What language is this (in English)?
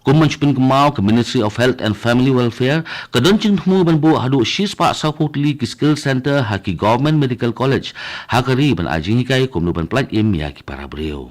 Khasi